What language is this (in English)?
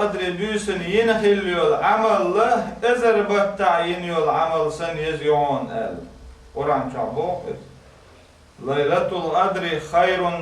Chechen